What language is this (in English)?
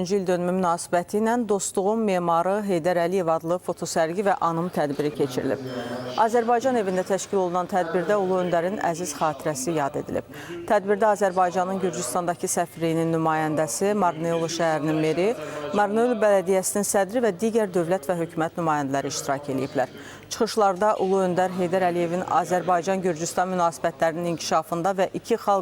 Azerbaijani